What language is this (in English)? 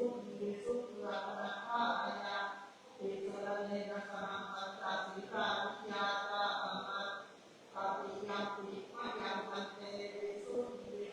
Pali